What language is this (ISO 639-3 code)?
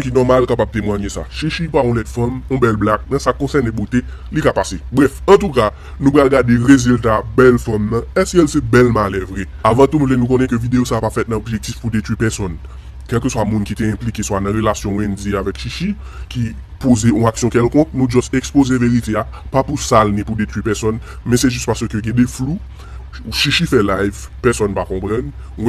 hat